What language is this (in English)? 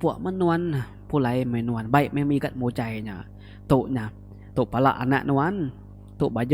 Iban